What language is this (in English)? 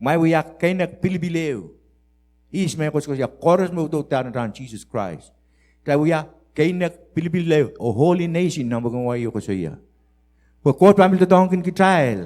Pohnpeian